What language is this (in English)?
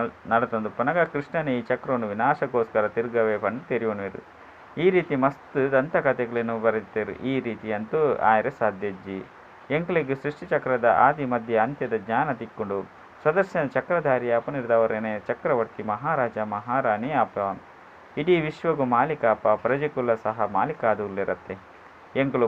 Tulu